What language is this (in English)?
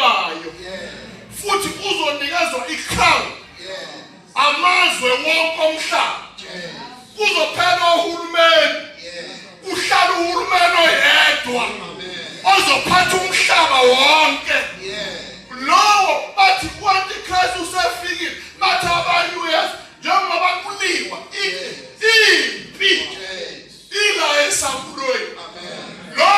Zulu